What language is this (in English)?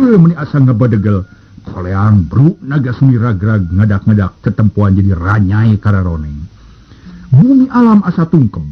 Sundanese